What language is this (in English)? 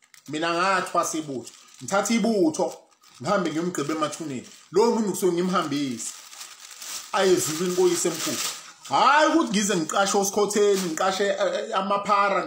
Zulu